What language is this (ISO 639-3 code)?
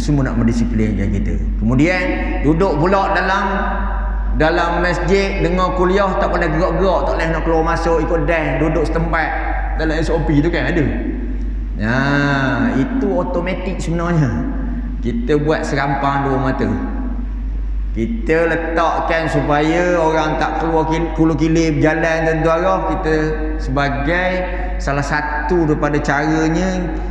msa